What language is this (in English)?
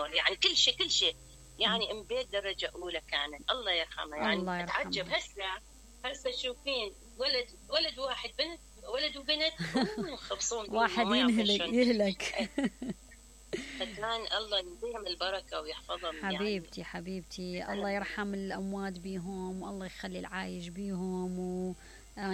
Mesopotamian Arabic